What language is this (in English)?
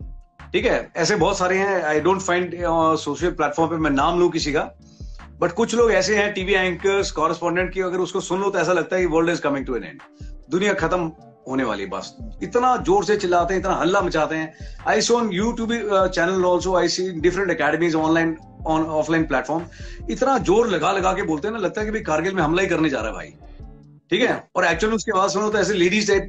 Hindi